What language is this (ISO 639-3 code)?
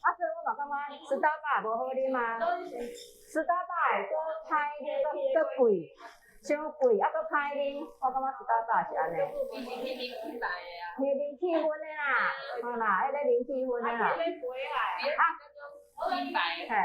nan